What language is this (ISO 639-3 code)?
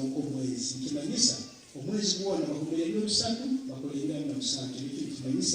nyn